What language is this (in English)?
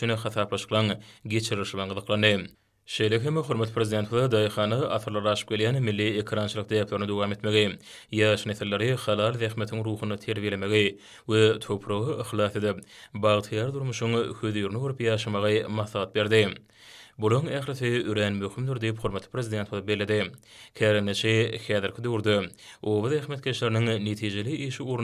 Turkmen